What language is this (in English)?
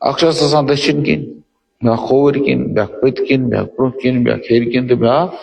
Kashmiri